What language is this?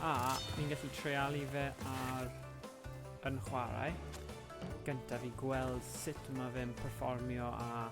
Welsh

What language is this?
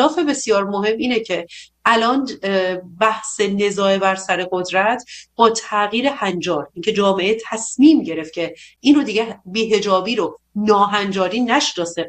Persian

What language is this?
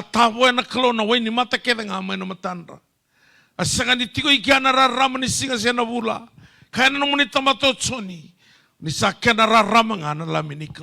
Fijian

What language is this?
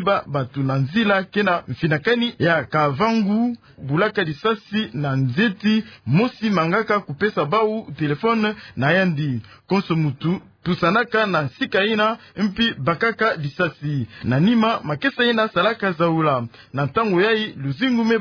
Kituba (Democratic Republic of Congo)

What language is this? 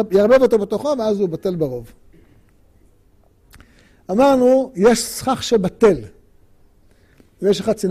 Hebrew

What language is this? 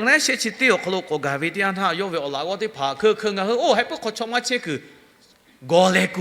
Lahu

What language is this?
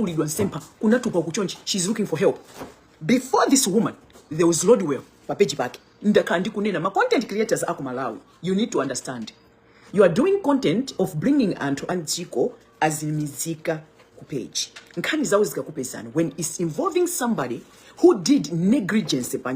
Nyanja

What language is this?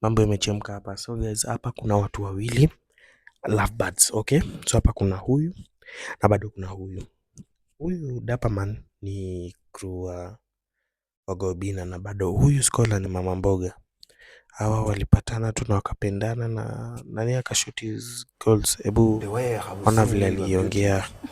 Swahili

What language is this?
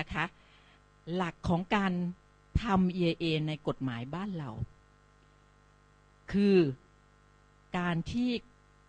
Thai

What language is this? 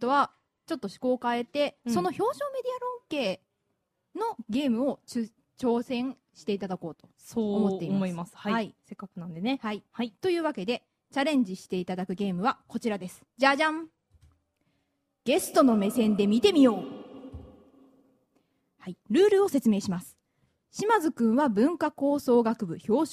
Japanese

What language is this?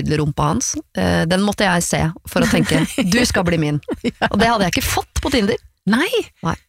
Norwegian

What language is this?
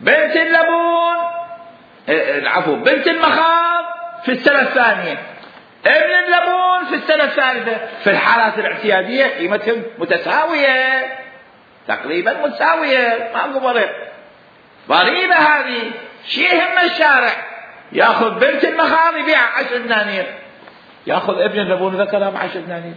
Mesopotamian Arabic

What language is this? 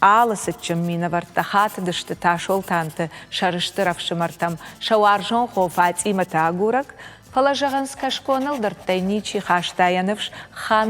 Ossetic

